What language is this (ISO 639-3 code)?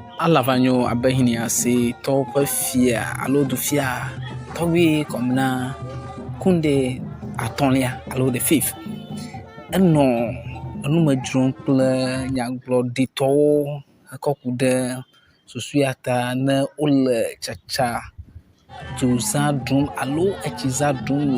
ewe